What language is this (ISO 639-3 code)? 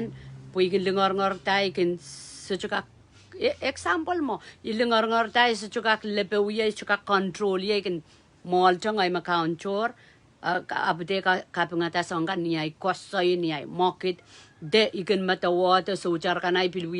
pon